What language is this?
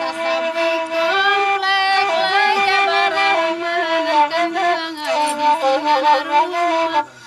Minangkabau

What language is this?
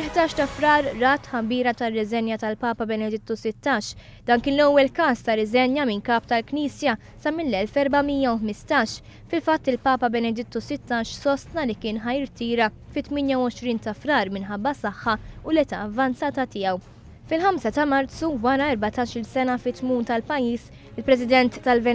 Maltese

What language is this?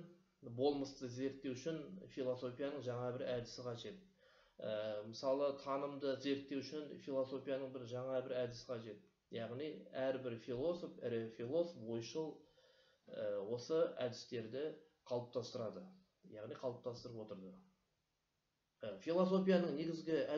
Kazakh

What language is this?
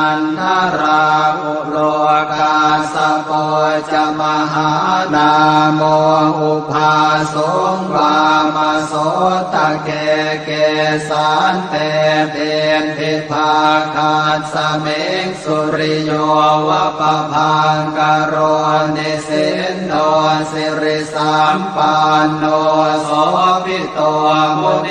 Pali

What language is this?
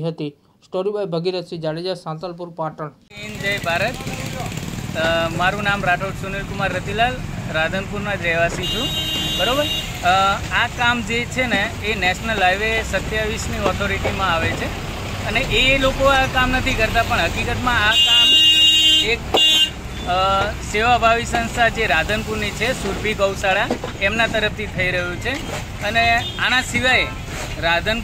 Gujarati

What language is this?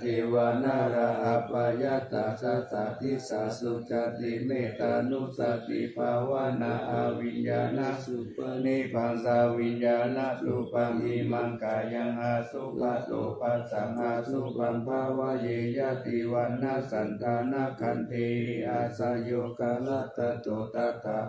Pali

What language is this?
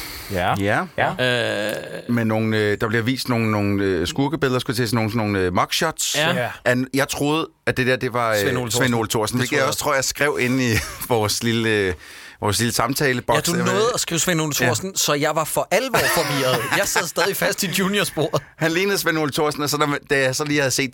Danish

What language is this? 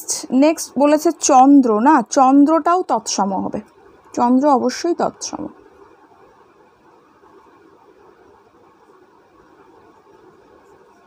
Bangla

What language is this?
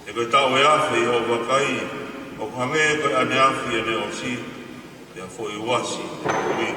Tongan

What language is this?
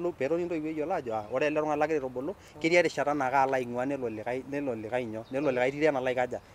Masai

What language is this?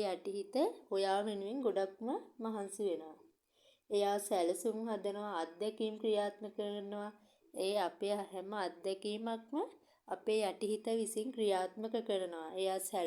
Sinhala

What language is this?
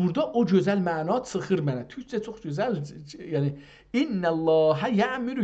South Azerbaijani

